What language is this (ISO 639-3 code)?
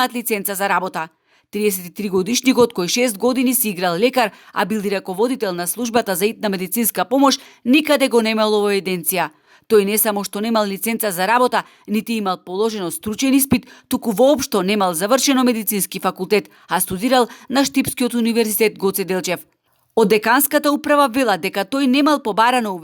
mkd